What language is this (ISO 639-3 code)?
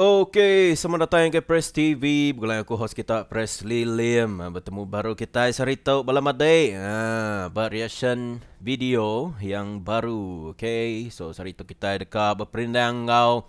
iba